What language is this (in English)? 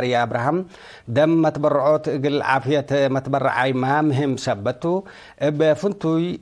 Tigre